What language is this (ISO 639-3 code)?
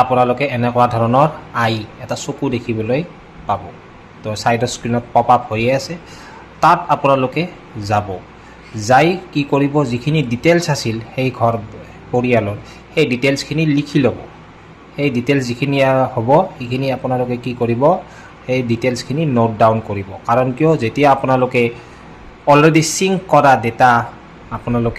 asm